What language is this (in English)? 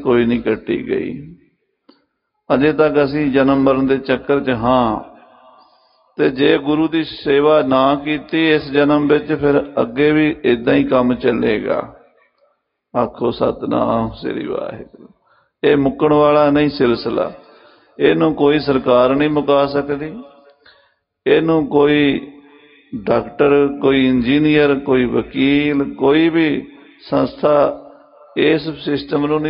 Punjabi